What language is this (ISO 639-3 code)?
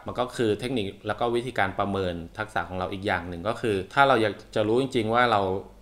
tha